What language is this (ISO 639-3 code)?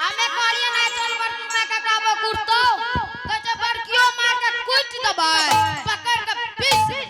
anp